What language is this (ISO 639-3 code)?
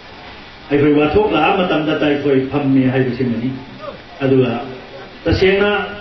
mni